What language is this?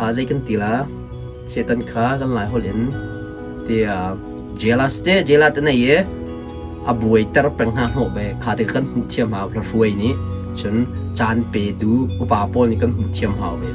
Hakha Chin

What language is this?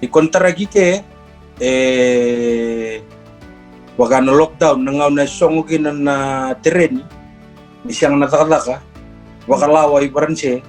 Fijian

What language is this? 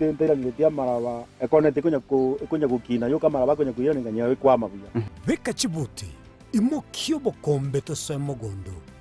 Gusii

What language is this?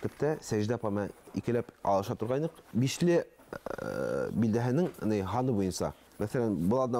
Bashkir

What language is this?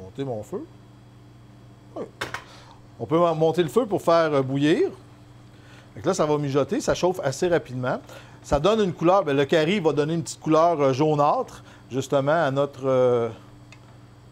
French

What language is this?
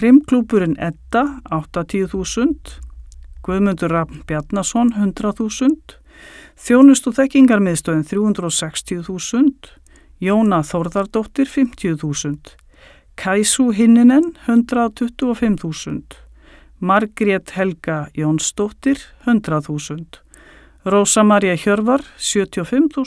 Icelandic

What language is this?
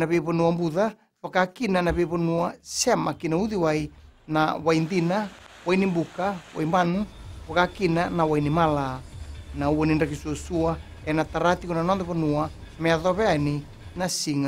Fijian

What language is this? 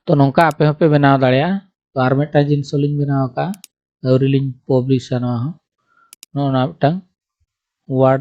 Santali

